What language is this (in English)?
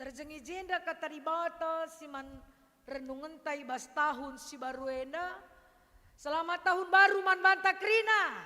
Batak Karo